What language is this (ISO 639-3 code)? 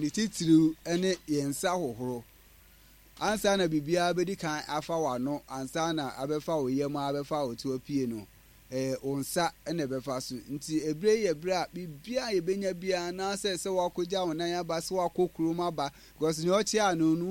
aka